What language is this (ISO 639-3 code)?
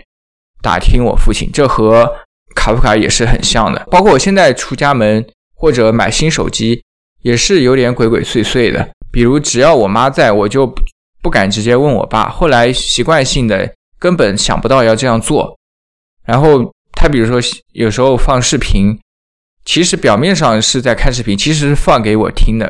zho